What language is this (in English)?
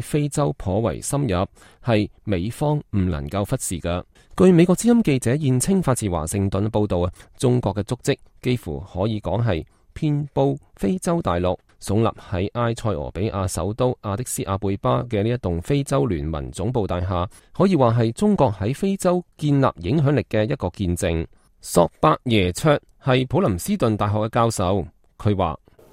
Cantonese